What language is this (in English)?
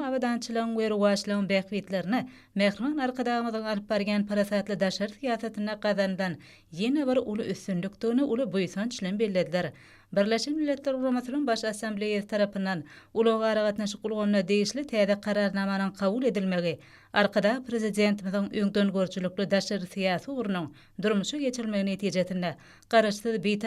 Turkmen